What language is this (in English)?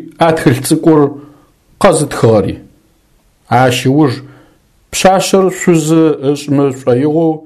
Adyghe